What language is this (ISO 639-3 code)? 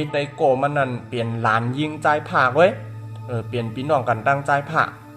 shn